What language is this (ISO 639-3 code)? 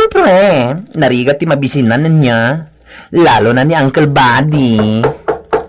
ilo